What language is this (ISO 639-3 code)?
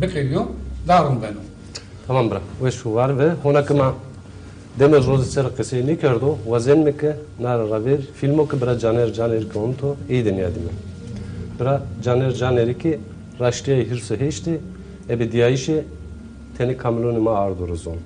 zza